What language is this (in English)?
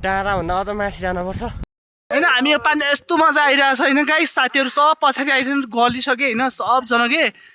Nepali